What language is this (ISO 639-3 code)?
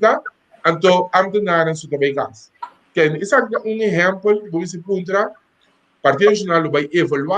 pap